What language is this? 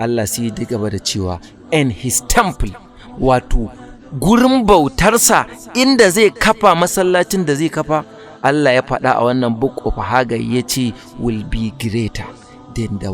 Hausa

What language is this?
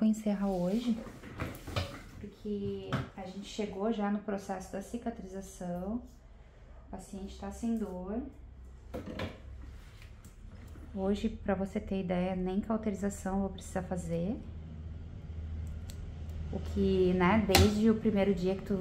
Portuguese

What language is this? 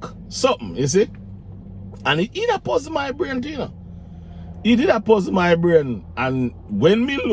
Jamaican Creole English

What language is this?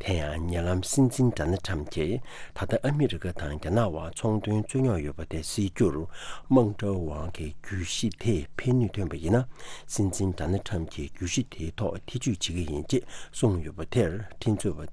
Tibetan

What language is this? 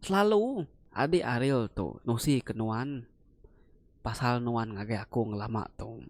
Iban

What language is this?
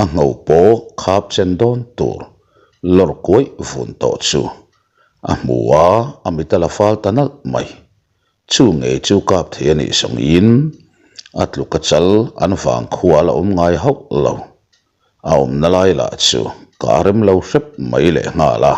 Mizo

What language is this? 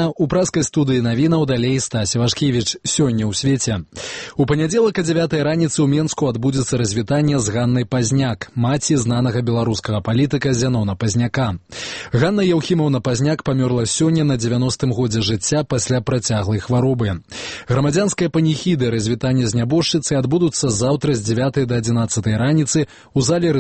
Belarusian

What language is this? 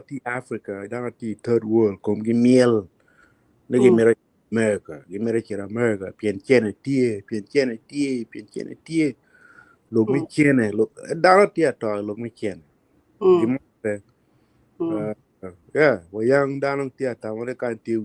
Acoli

